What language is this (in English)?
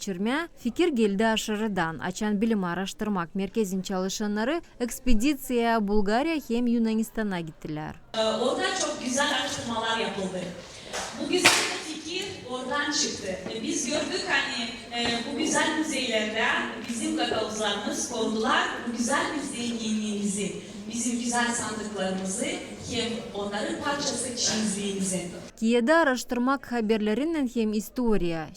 Gagauz